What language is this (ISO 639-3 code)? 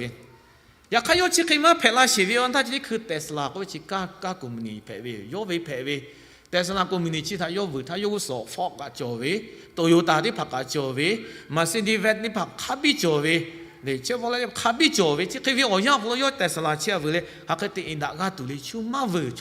lhu